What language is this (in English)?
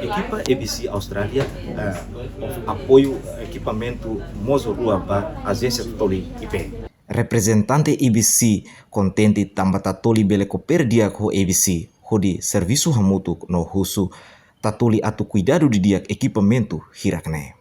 Tetum